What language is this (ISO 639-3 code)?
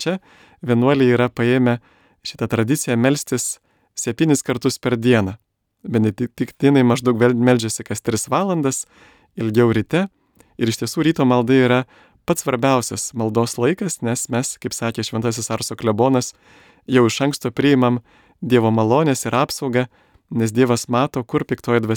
lit